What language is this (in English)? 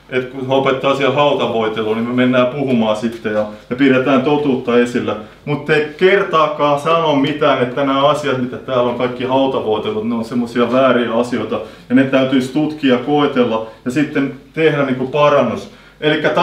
Finnish